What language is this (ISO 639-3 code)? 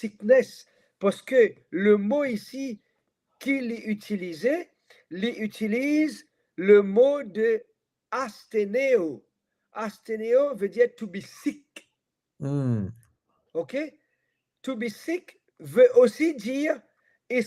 mfe